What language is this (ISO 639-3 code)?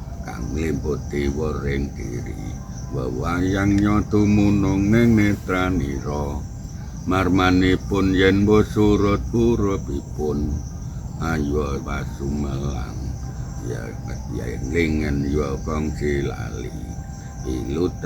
jav